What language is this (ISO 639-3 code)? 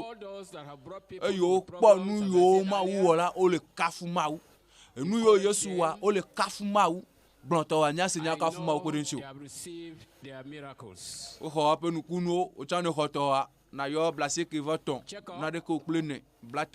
ewe